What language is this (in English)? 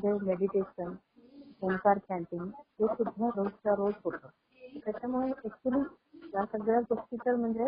Marathi